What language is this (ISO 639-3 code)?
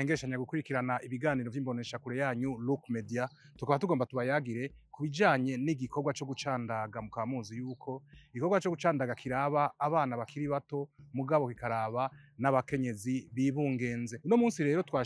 run